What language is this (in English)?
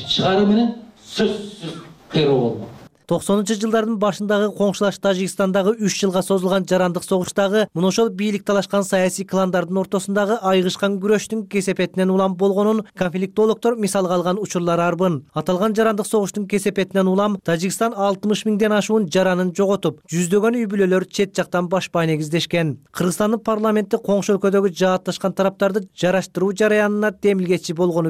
Kyrgyz